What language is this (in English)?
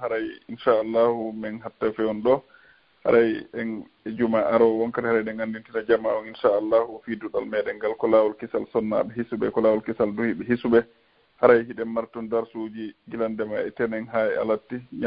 Fula